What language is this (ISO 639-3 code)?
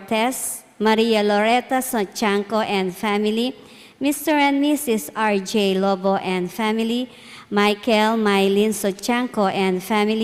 pam